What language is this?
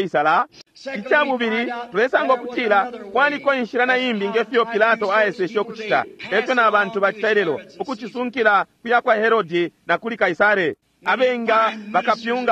Bemba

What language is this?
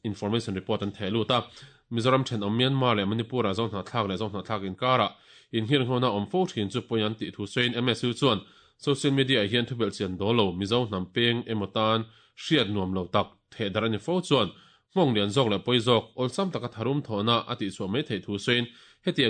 Mizo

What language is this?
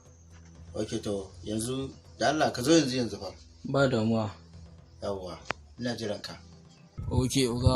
Hausa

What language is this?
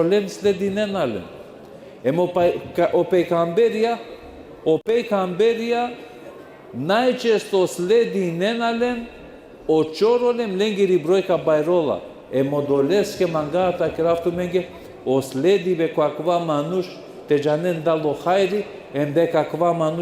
Balkan Romani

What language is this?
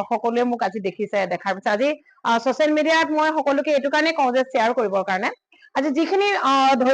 Assamese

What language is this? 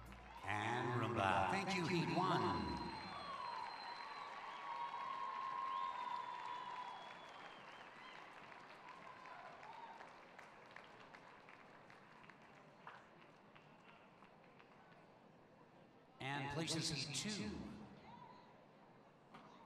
English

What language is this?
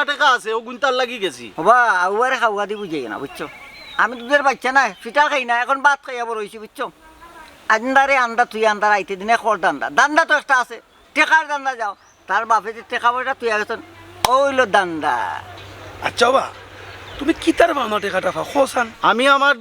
Sylheti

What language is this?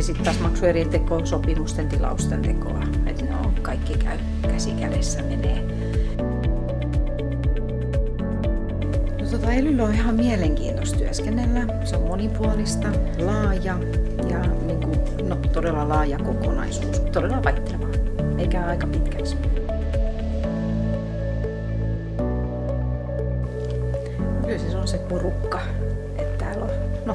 Finnish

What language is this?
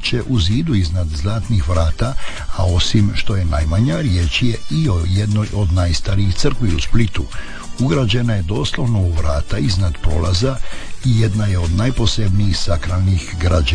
Croatian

